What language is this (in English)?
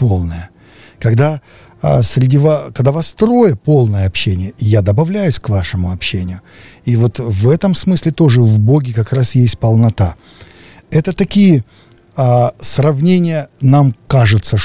Russian